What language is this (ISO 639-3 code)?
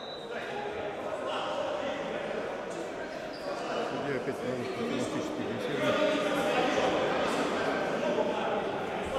rus